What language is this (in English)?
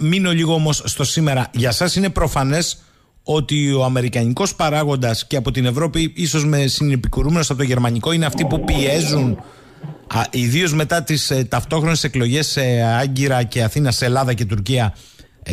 Greek